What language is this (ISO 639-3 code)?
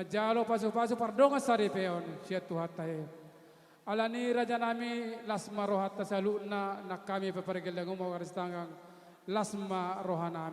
bbc